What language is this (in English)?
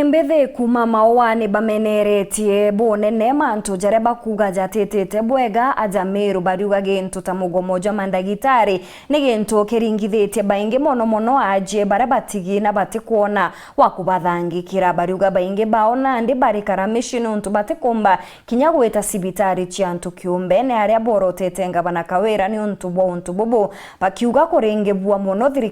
Meru